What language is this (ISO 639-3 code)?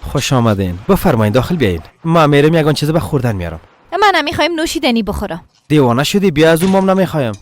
fas